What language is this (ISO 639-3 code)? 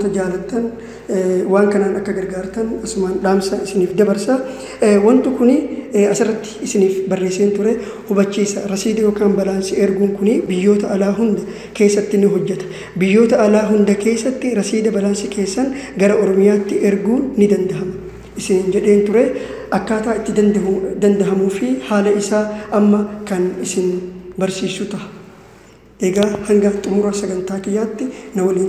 orm